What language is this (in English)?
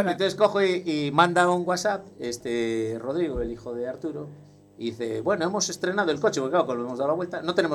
Spanish